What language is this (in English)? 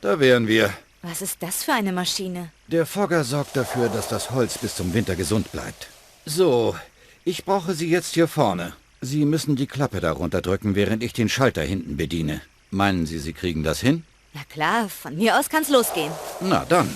Bavarian